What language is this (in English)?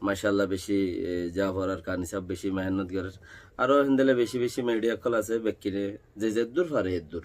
Rohingya